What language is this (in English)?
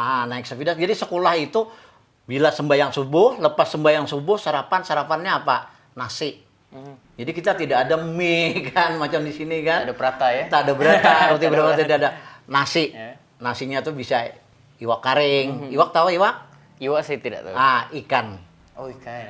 Banjar